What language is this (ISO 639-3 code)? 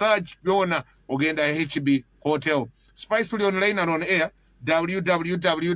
nyo